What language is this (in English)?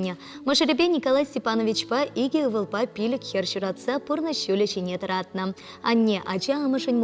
Chuvash